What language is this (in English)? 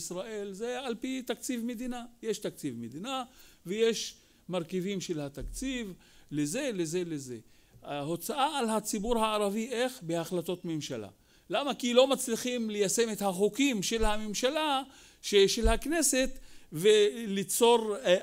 Hebrew